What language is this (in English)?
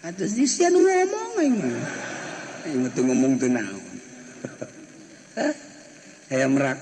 Sundanese